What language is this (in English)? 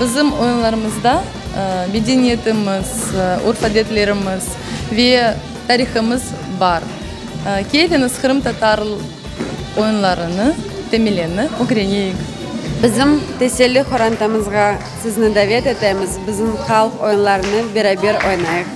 Crimean Tatar